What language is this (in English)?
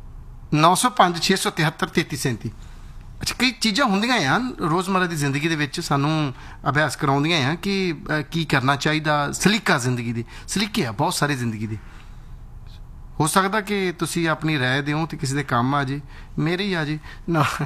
Punjabi